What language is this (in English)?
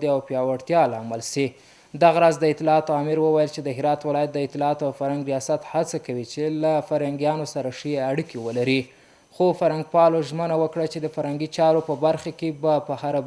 Pashto